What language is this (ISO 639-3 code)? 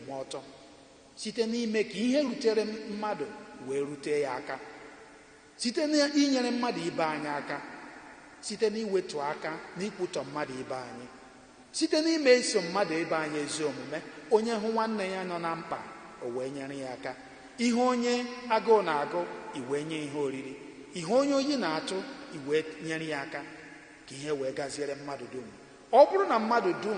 ibo